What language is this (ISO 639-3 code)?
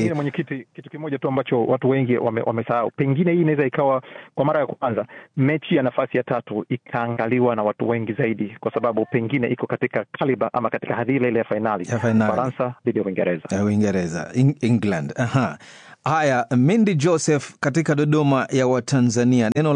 swa